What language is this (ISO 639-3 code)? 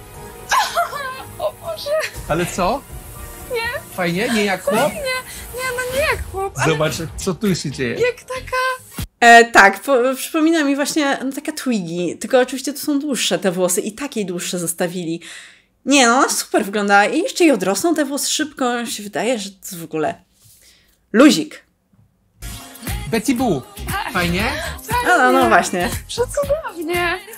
pol